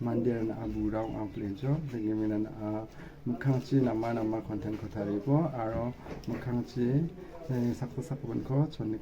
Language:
Garo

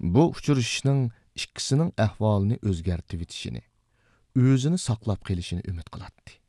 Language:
Uyghur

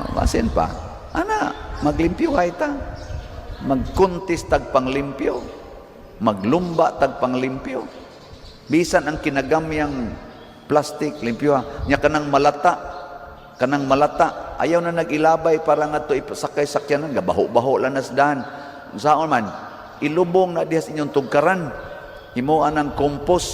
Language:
Cebuano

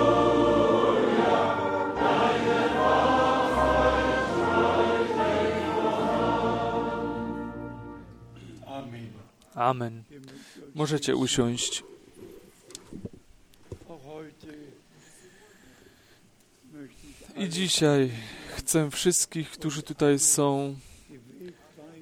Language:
Polish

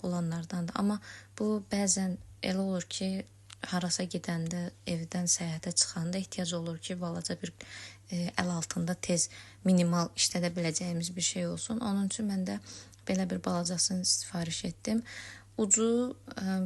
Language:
Azerbaijani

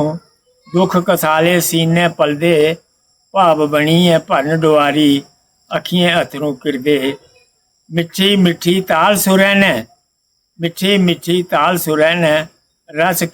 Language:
Dogri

